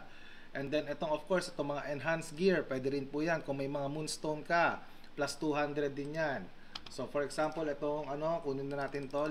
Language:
Filipino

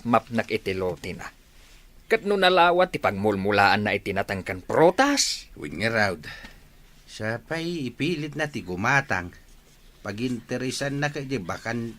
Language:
Iloko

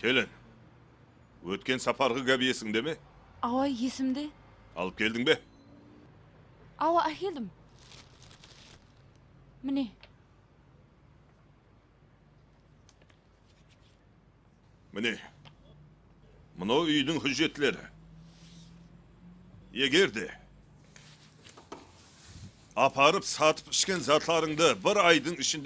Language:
Kara-Kalpak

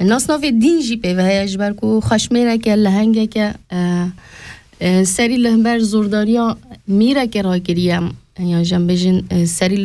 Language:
Kurdish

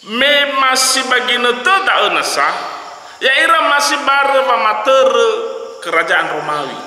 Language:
Nias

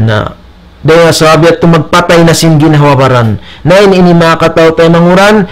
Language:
Tausug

